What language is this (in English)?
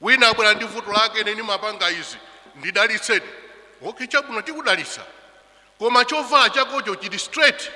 Nyanja